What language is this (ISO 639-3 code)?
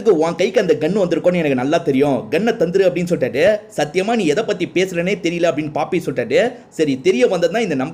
tam